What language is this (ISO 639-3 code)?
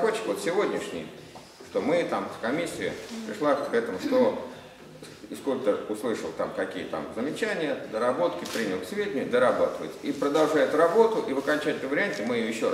rus